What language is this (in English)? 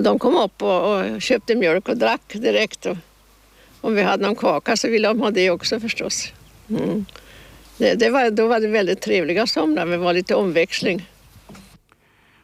Swedish